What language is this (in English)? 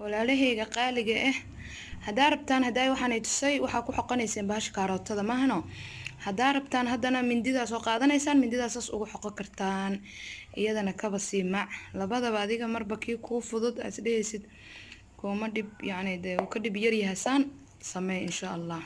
Somali